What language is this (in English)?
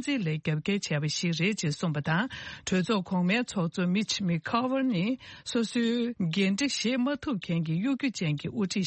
Tibetan